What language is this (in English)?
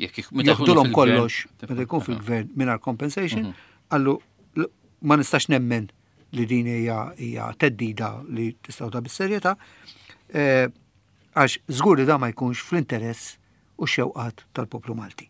Maltese